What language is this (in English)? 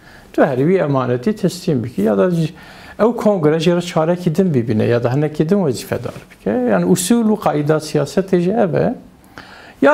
Kurdish